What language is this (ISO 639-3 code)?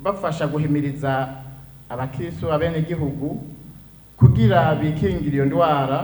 run